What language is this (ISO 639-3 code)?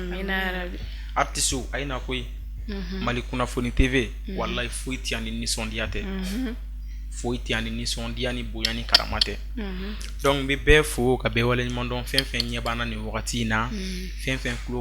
bam